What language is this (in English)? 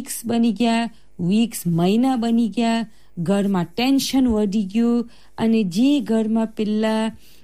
Gujarati